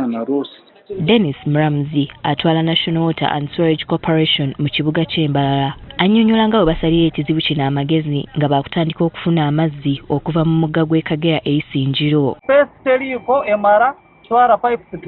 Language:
Ganda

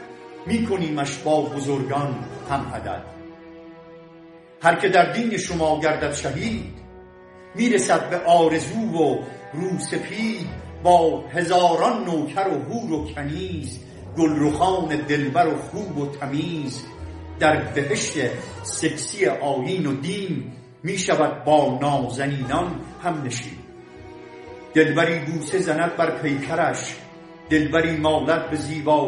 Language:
Persian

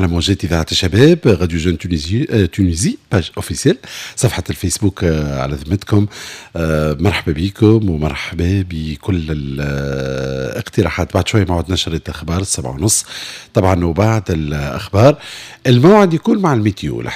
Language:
Tunisian Arabic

